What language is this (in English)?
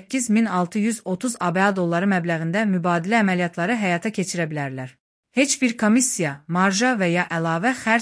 Azerbaijani